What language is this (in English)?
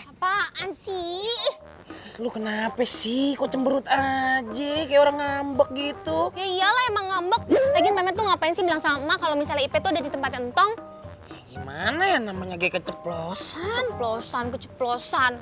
Betawi